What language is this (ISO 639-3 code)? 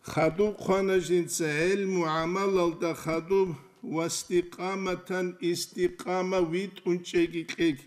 ava